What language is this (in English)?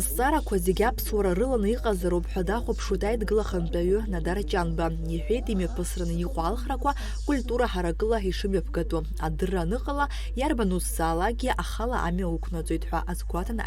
Abkhazian